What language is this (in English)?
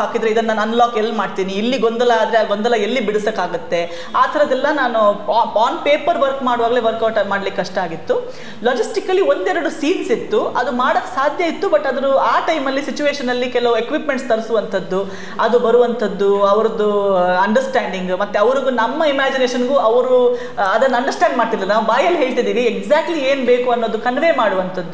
Kannada